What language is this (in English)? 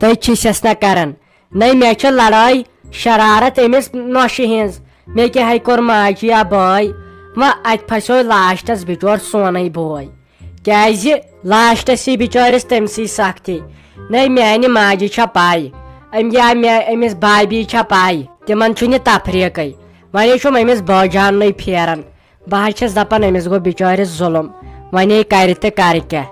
Kashmiri